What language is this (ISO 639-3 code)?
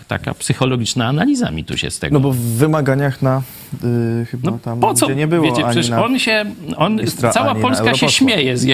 pol